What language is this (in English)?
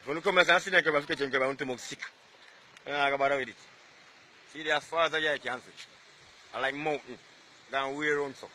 Jamaican Creole English